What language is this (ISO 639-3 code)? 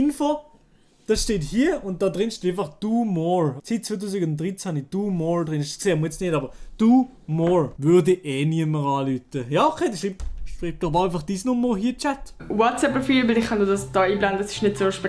gsw